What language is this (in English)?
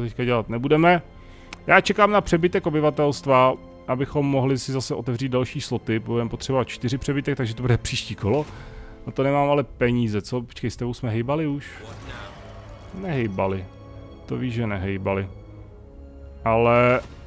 Czech